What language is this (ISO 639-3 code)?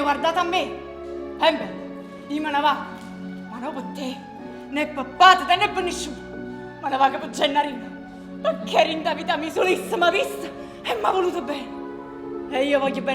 nap